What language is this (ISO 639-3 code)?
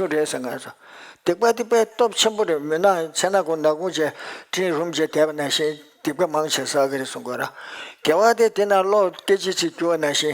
bod